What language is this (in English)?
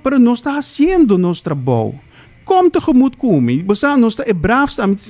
Papiamento